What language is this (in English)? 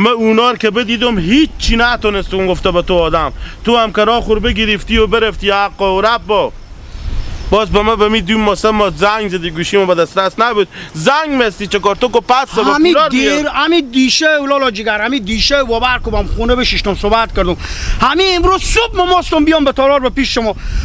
Hazaragi